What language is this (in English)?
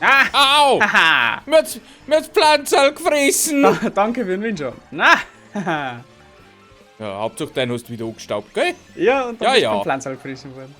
Bavarian